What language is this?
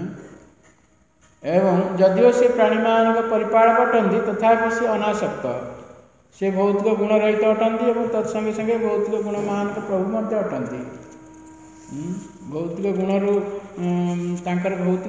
Odia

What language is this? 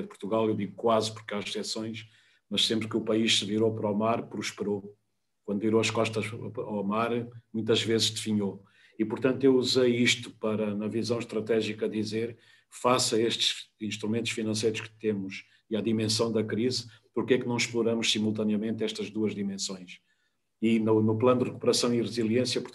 Portuguese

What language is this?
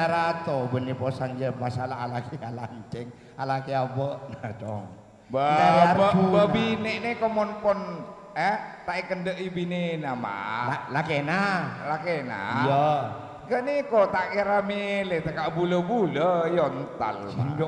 Madurese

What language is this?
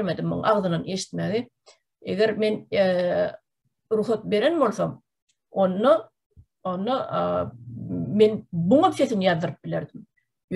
Turkmen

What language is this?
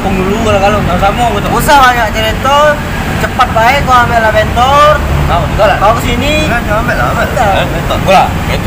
Musi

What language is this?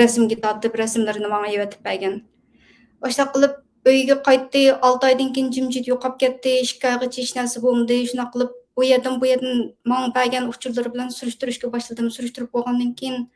Uyghur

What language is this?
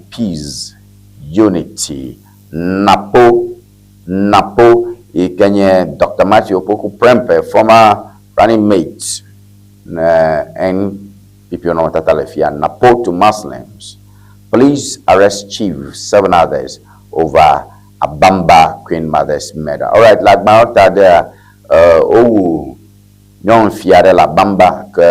Ewe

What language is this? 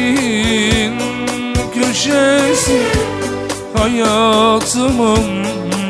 Turkish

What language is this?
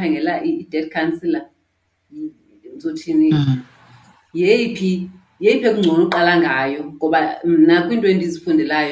Xhosa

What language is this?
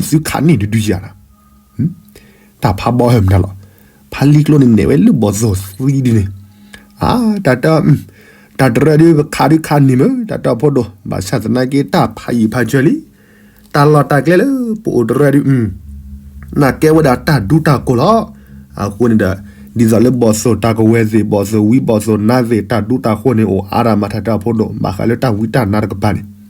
S'gaw Karen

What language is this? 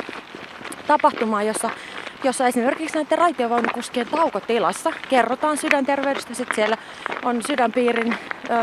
Finnish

